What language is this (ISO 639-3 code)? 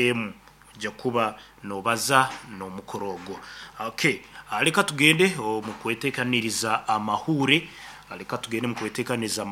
nyn